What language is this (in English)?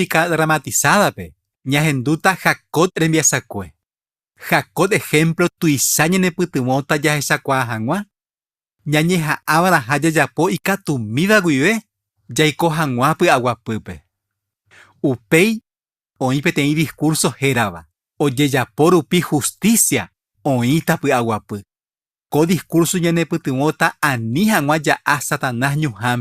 Guarani